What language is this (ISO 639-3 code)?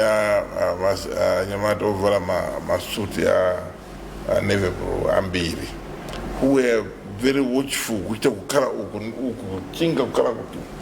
nya